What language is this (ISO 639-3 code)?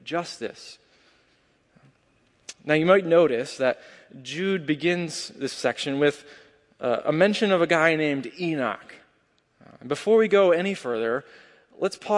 eng